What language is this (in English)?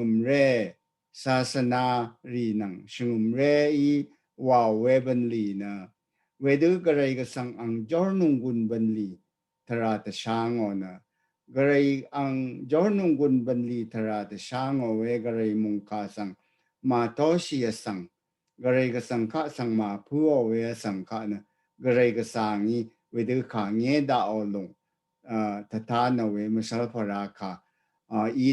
Rawang